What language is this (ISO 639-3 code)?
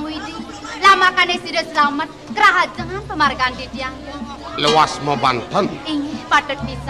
ban